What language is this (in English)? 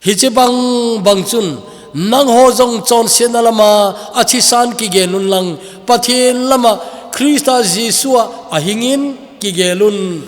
Thado Chin